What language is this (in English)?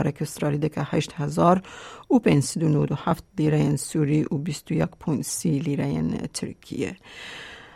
Kurdish